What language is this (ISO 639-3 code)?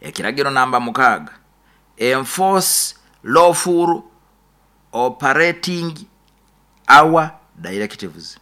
nyn